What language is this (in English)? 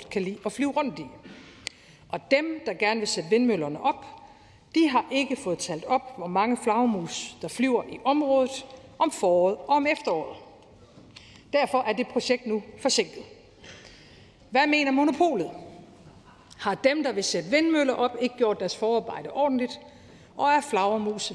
Danish